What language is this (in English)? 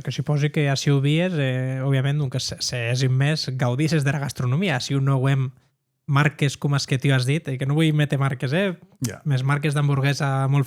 Occitan